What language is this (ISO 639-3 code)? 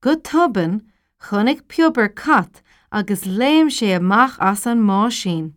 gle